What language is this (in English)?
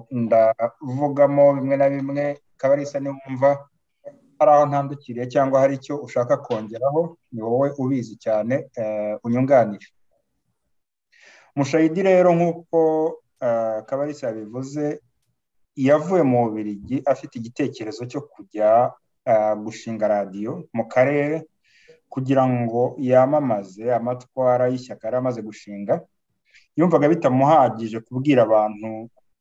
Kinyarwanda